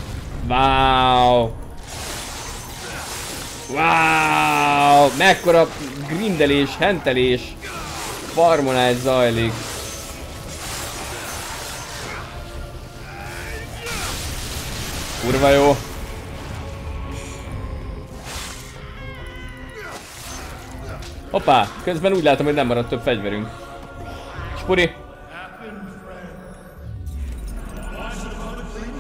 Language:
Hungarian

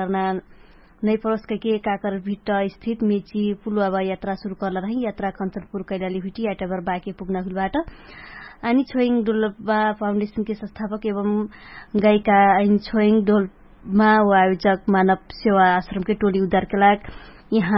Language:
Dangaura Tharu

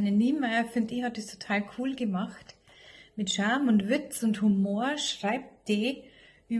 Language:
Bavarian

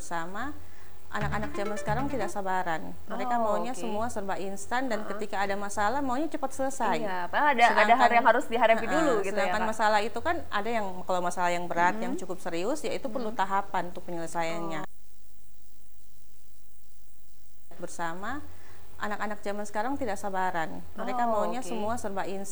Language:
Indonesian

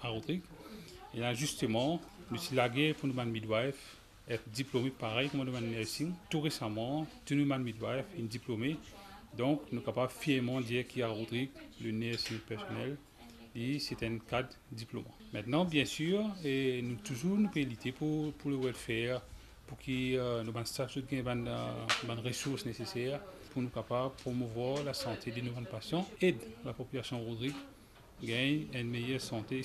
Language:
Morisyen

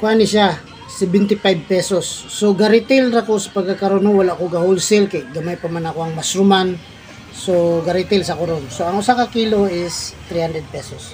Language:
Cebuano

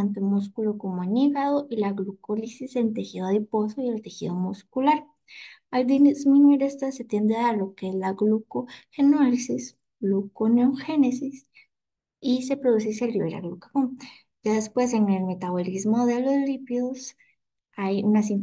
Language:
Spanish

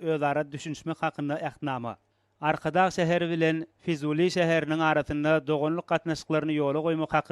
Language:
Turkmen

